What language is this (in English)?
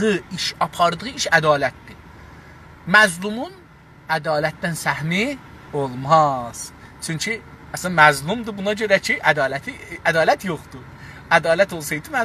South Azerbaijani